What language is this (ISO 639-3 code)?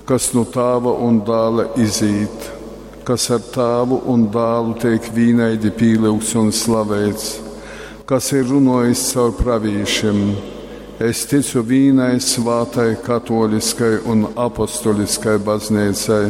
ltg